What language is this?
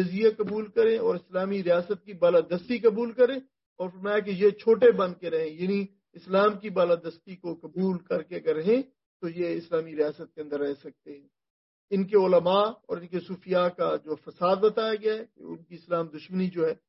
Urdu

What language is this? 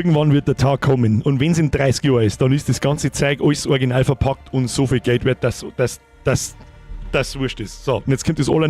Bavarian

